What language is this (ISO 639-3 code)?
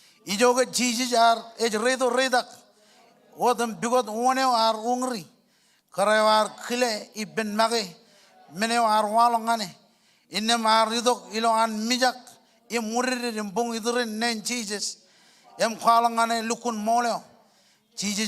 mah